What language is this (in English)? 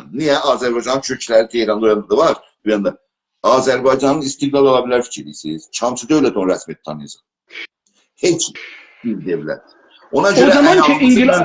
South Azerbaijani